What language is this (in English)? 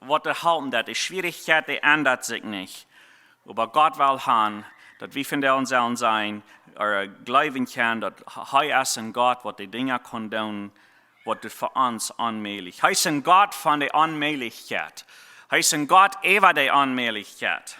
Plautdietsch